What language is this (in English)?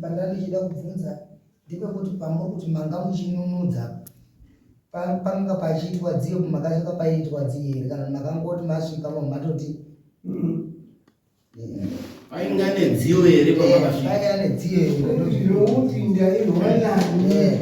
Shona